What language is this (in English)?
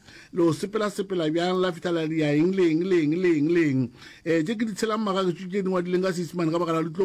Northern Sotho